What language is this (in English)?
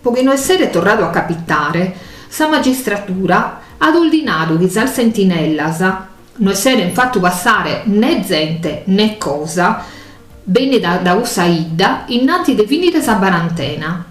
Sardinian